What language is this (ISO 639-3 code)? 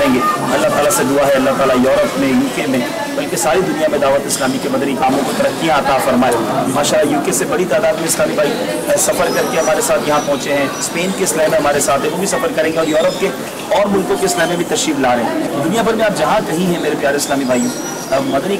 urd